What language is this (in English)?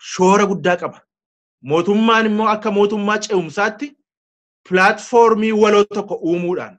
Oromo